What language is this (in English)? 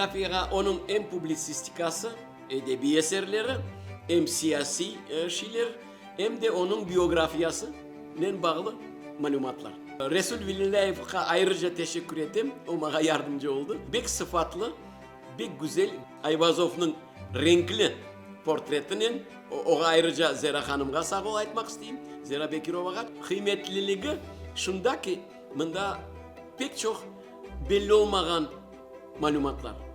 Crimean Tatar